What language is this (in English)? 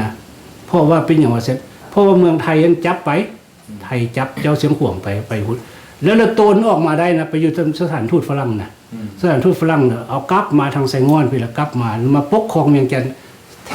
Lao